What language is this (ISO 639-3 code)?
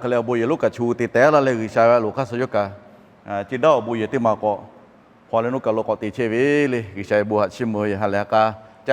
lhu